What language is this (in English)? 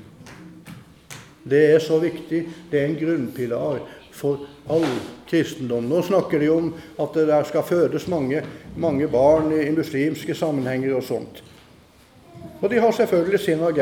Norwegian